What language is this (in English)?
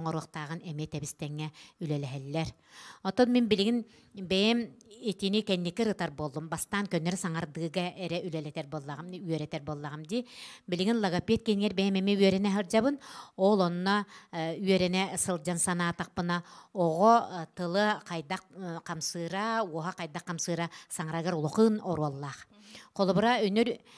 Yakut